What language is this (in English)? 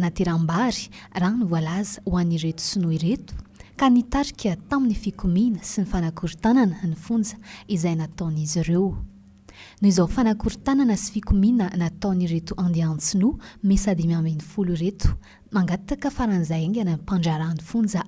Malagasy